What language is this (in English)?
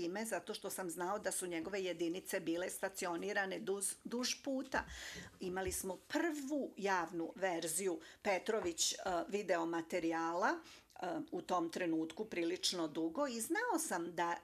Serbian